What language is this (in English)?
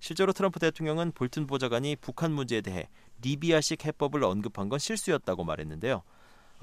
Korean